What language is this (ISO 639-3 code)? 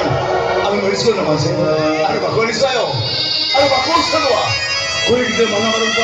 sat